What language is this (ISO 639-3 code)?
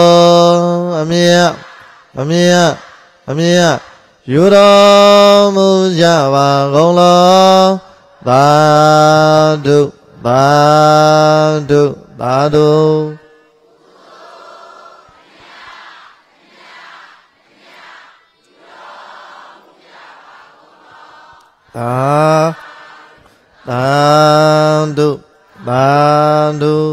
mya